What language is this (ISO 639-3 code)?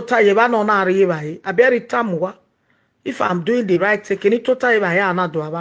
pcm